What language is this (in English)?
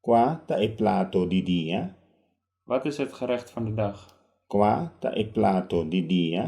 Papiamento